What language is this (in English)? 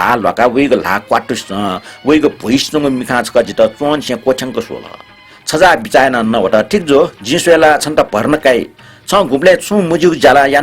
Newari